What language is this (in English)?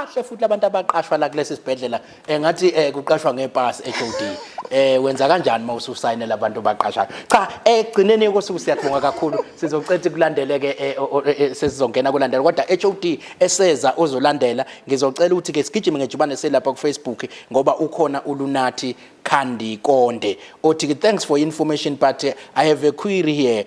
Zulu